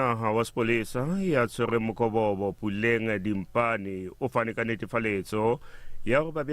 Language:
Southern Sotho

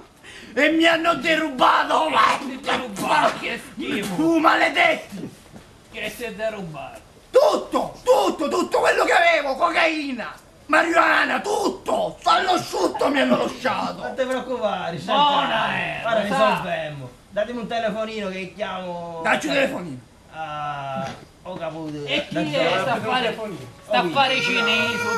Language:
Sicilian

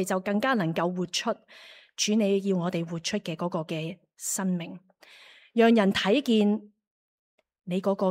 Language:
Cantonese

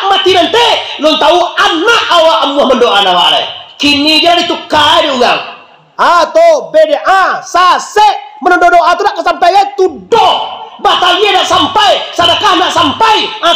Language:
Minangkabau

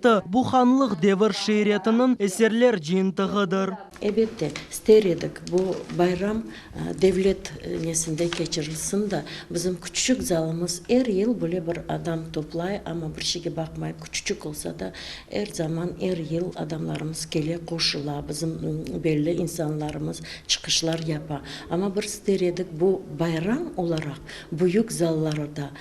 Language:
Crimean Tatar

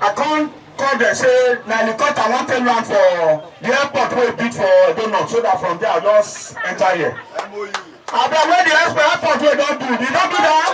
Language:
Nigerian Pidgin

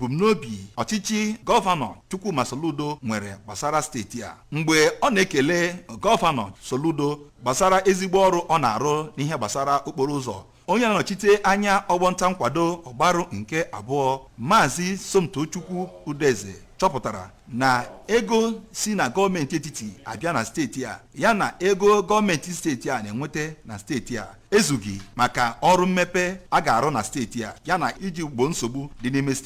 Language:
Igbo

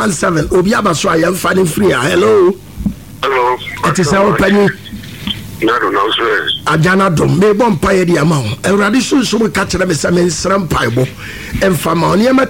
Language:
Akan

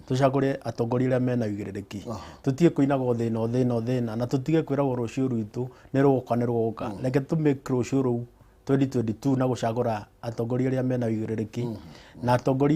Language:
Kikuyu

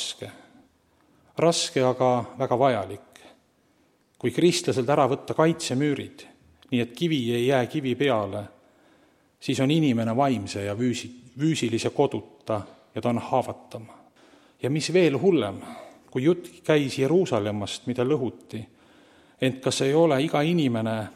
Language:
Estonian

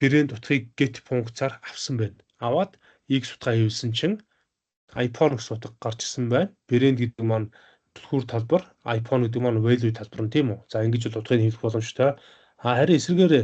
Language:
Mongolian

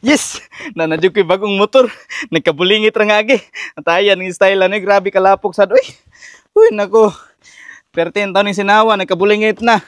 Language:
Cebuano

